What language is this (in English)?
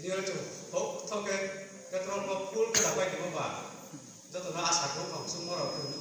Riang (India)